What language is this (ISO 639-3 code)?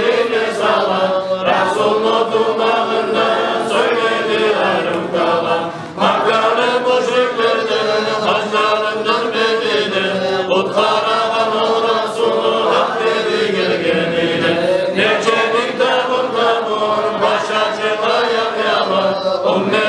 kum